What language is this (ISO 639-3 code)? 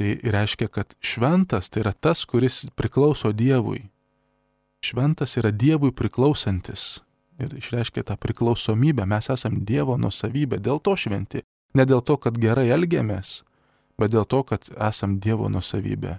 lit